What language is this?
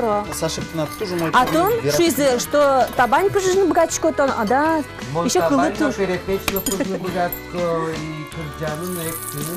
Udmurt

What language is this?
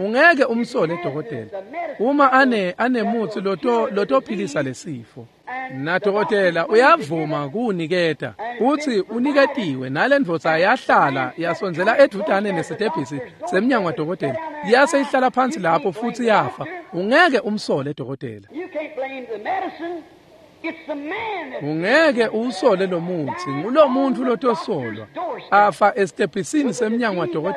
Swati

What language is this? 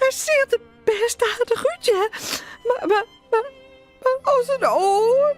Western Frisian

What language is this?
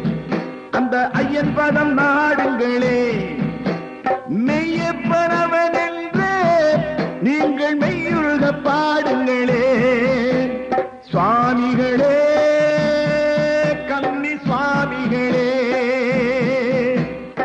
Tamil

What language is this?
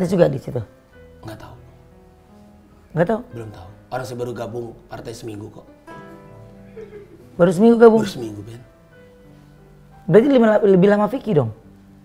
Indonesian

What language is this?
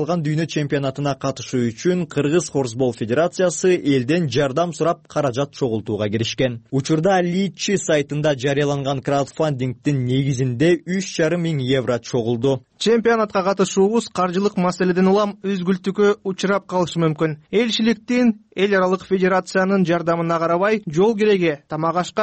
Kyrgyz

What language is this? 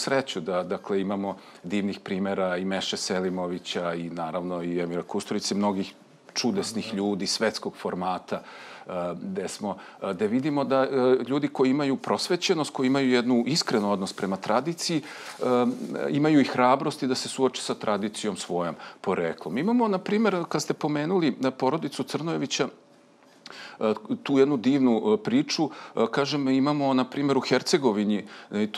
Serbian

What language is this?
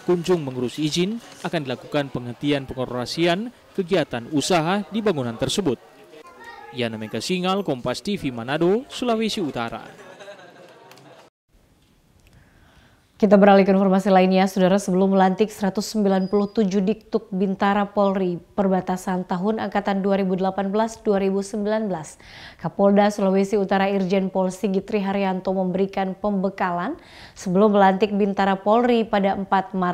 Indonesian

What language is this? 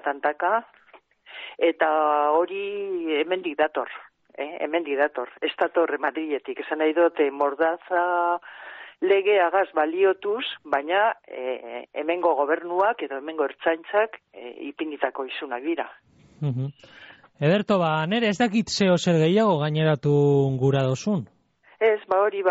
Basque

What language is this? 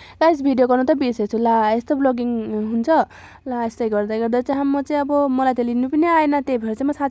Nepali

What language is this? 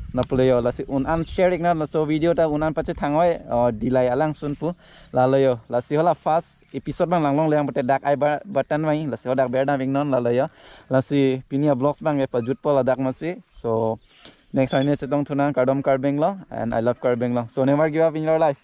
Karbi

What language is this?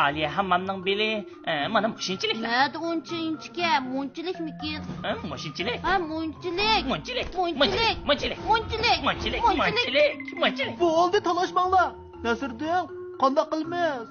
Uyghur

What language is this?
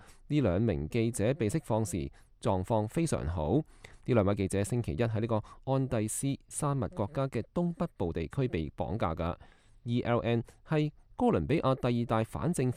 Cantonese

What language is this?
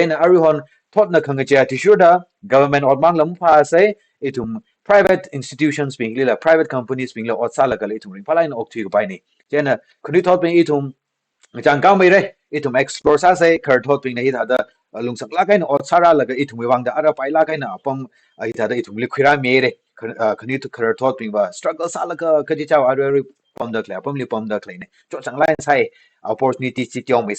Tangkhul Naga (India)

